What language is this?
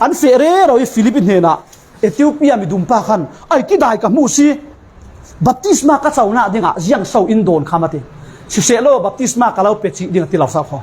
Falam Chin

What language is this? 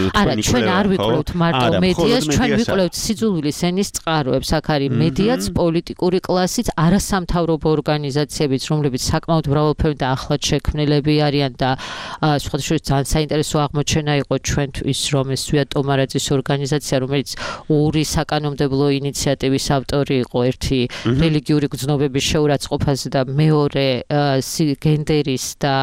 Georgian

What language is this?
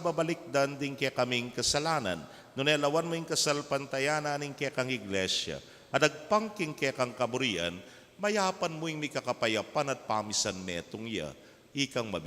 Pampanga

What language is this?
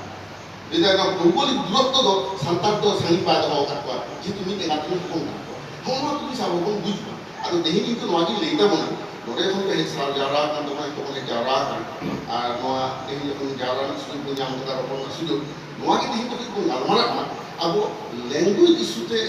Santali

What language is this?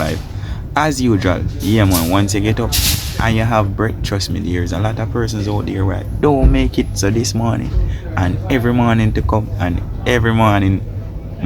Jamaican Creole English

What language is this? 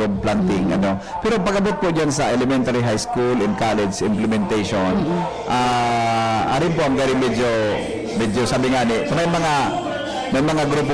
Bikol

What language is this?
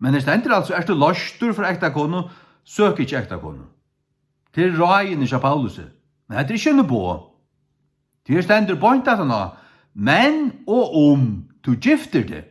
Faroese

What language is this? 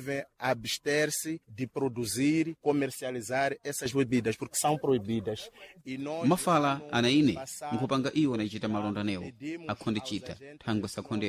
Sena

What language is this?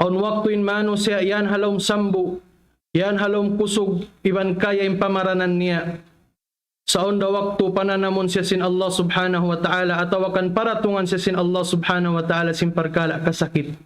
Tausug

